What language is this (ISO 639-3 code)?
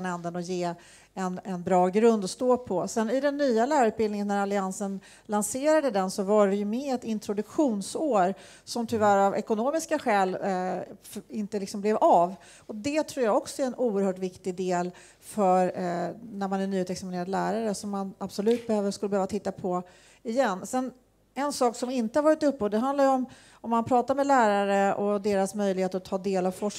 swe